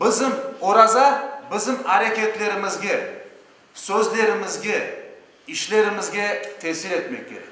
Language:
Crimean Tatar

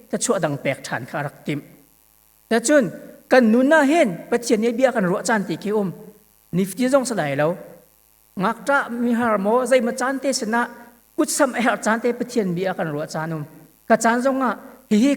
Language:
Hakha Chin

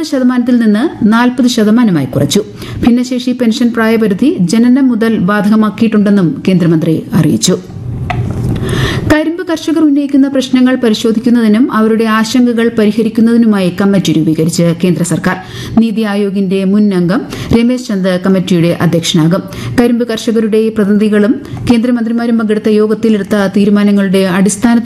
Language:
Malayalam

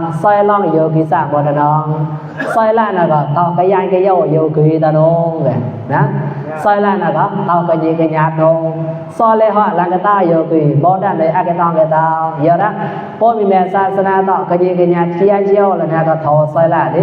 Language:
Mon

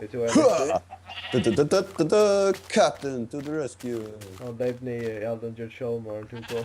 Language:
Faroese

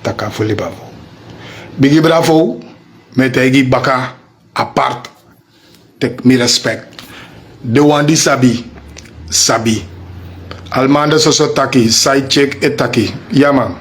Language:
Sranan Tongo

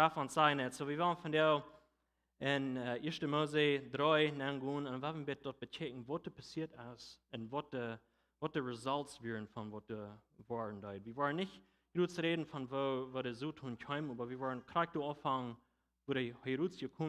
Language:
Plautdietsch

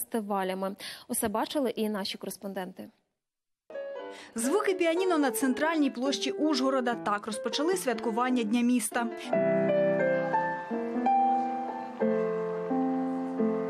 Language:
Ukrainian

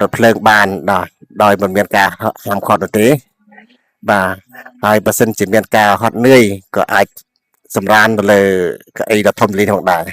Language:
Khmer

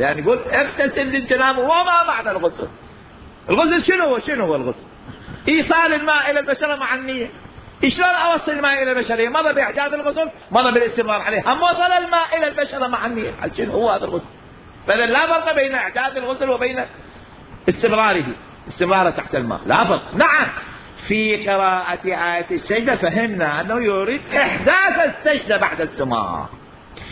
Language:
Mesopotamian Arabic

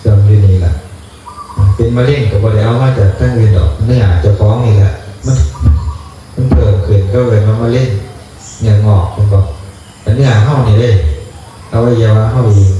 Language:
Northeastern Thai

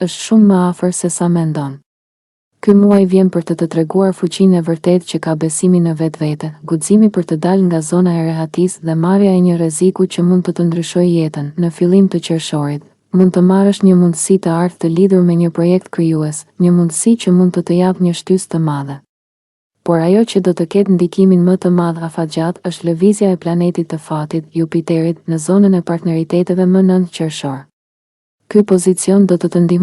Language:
Albanian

